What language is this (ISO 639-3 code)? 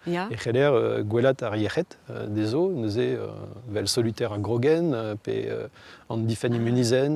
bre